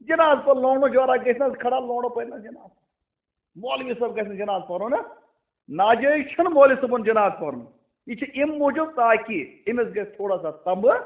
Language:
Kashmiri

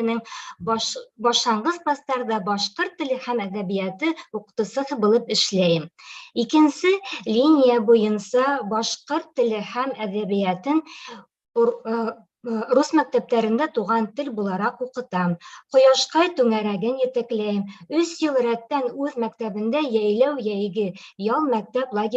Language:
Bashkir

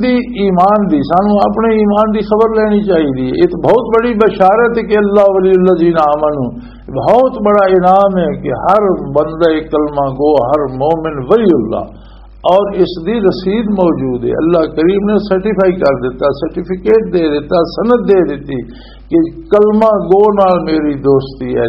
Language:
Western Panjabi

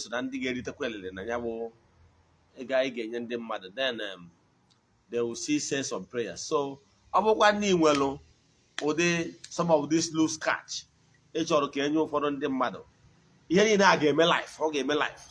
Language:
Igbo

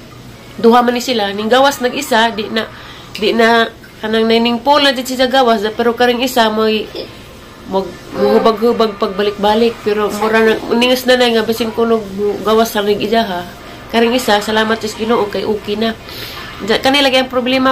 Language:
Cebuano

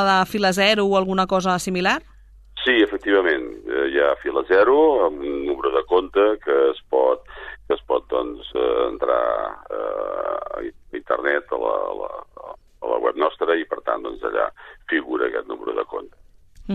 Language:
Catalan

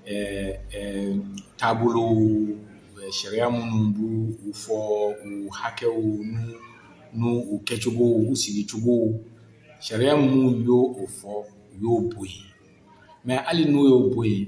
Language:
Bambara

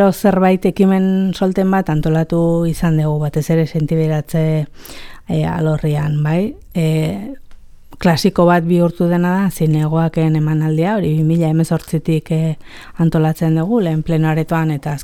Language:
Basque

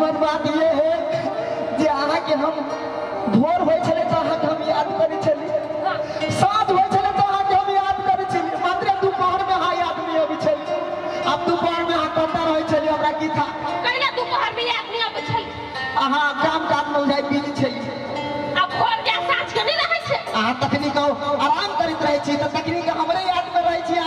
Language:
Maithili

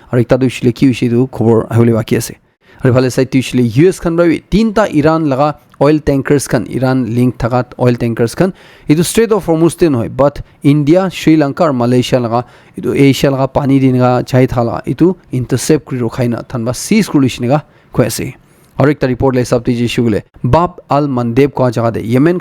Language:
Naga Pidgin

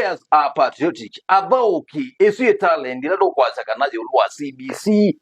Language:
Kamba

